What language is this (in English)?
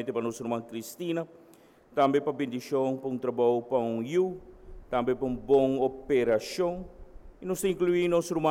Papiamento